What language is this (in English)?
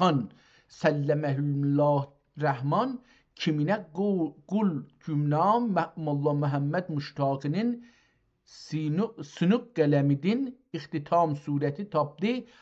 South Azerbaijani